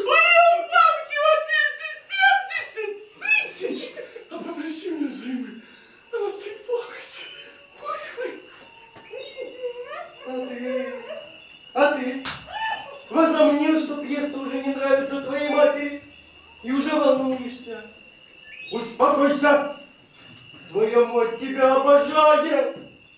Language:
Russian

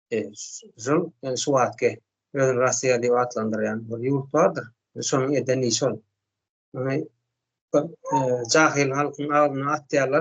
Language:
Turkmen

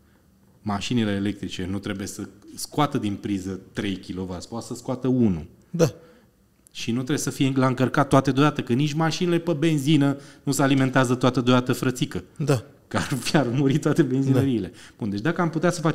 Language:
Romanian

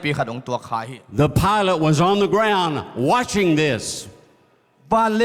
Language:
Tedim Chin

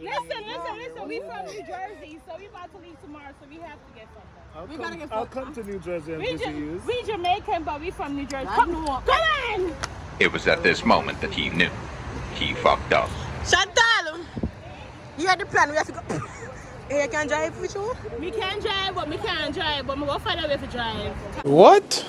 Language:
Jamaican Creole English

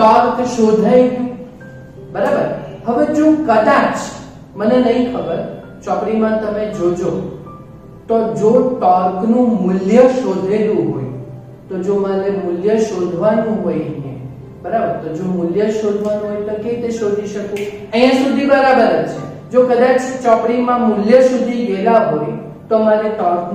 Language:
Gujarati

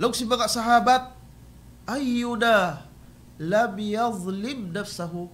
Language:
Tausug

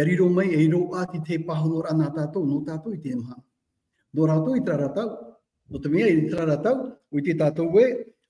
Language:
Tahitian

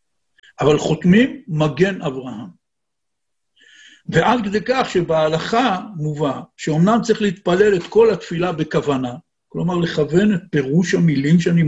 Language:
Hebrew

